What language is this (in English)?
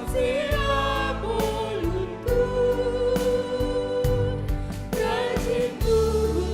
Batak Karo